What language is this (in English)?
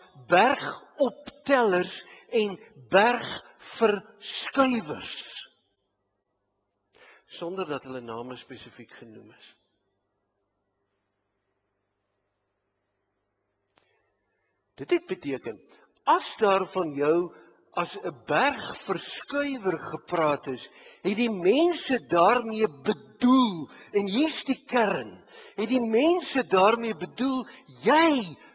Afrikaans